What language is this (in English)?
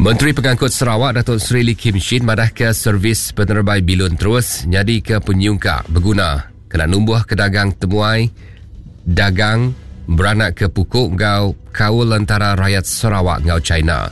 Iban